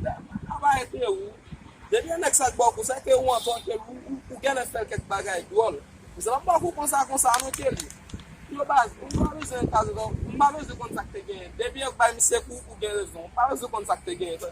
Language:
Haitian Creole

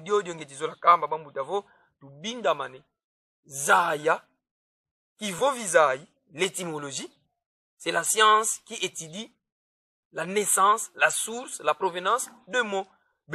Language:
Kongo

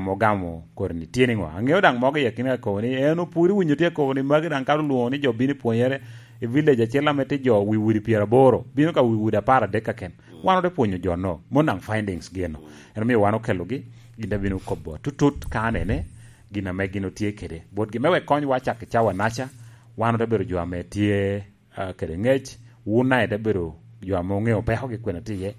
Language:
Lango (Uganda)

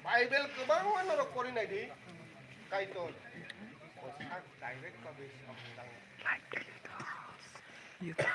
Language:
Kok Borok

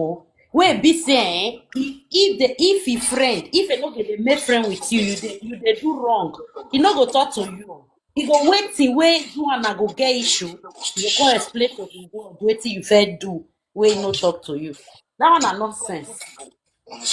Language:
Nigerian Pidgin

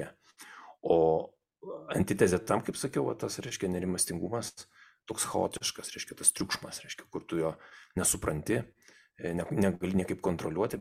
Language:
Lithuanian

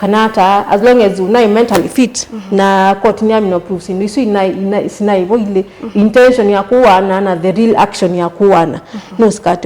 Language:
Kamba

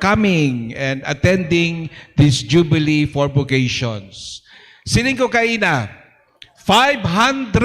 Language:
Hiligaynon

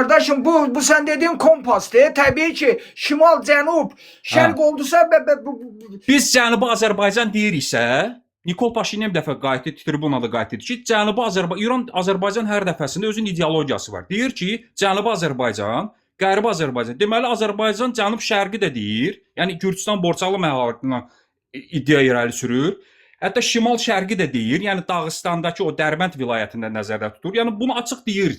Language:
Azerbaijani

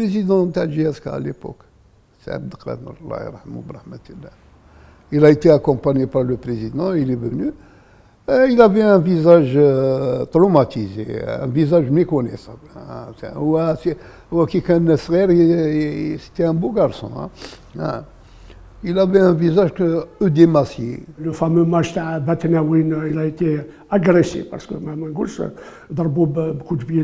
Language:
Algerian Arabic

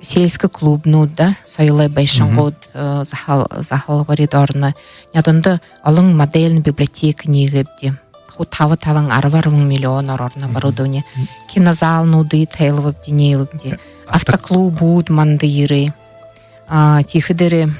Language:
Buriat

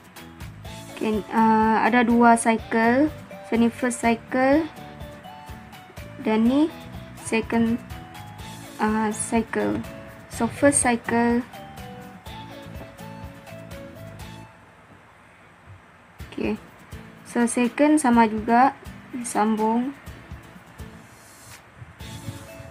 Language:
Malay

